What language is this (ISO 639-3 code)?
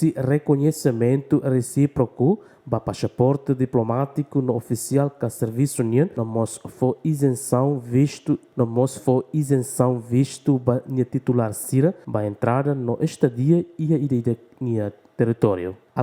tet